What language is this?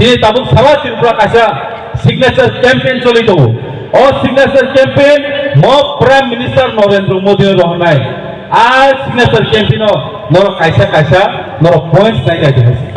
Kok Borok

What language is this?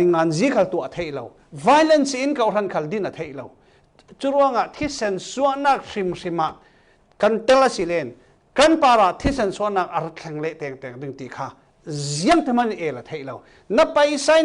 Falam Chin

